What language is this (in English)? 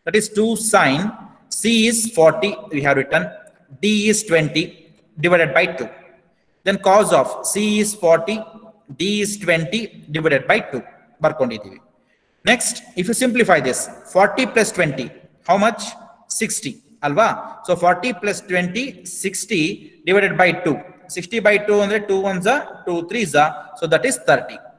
Kannada